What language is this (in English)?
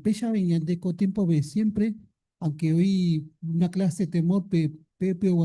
Guarani